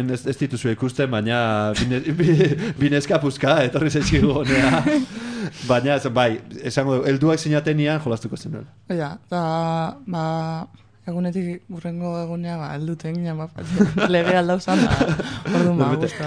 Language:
Basque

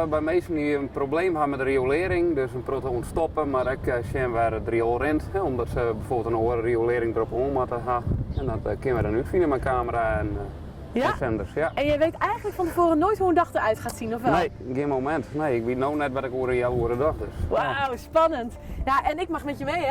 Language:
Western Frisian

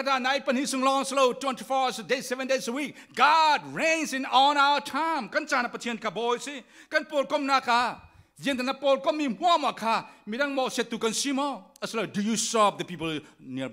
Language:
Falam Chin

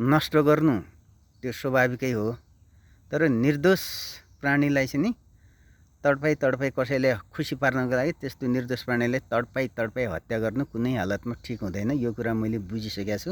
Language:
Nepali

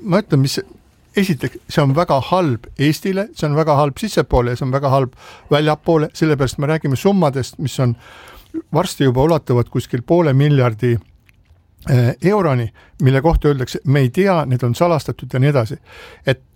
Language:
Estonian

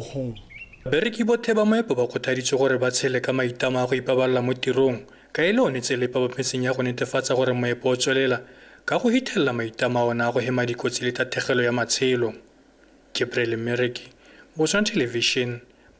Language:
Tswana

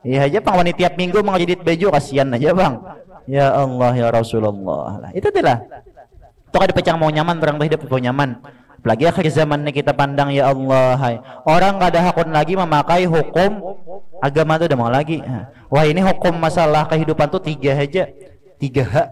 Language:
Banjar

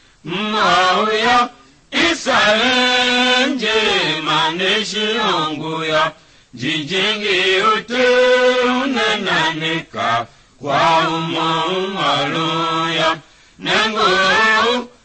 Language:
Tiv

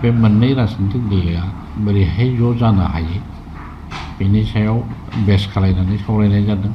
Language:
Bodo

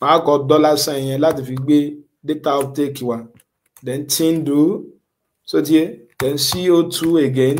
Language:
Yoruba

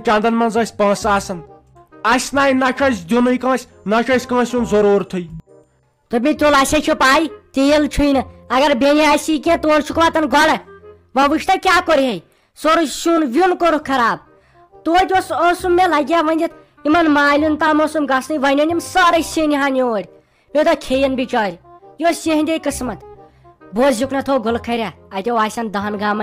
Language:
Kashmiri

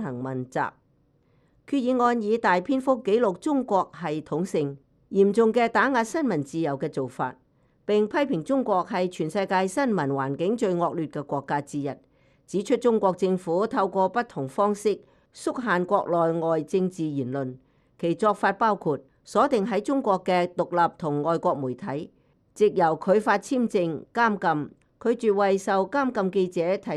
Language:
Cantonese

